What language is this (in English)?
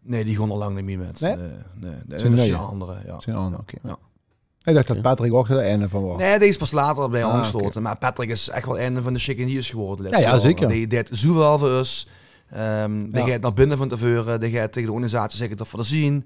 Limburgish